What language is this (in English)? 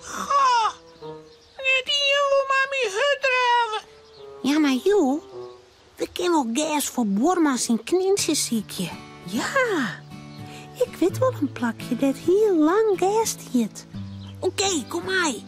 Western Frisian